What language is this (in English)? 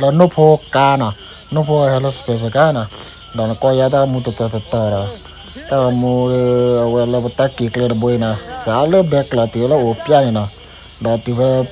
S'gaw Karen